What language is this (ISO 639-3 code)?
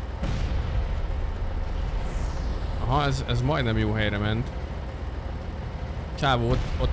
hun